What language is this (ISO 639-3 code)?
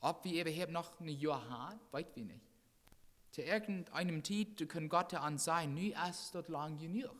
pdt